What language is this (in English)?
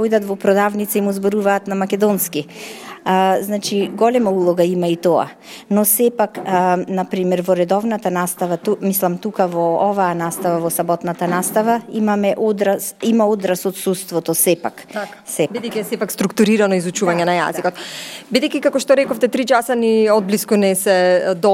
Macedonian